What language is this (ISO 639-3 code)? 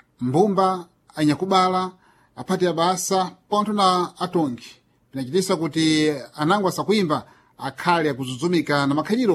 seh